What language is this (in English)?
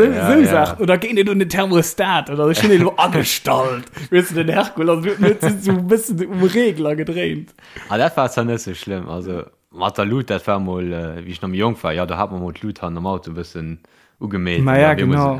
Luxembourgish